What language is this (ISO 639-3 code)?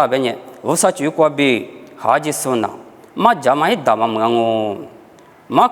lis